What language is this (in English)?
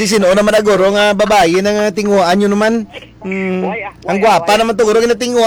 Hiligaynon